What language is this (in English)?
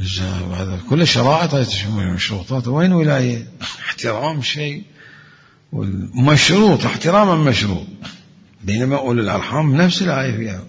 Mesopotamian Arabic